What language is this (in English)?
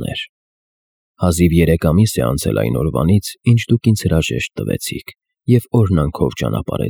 Armenian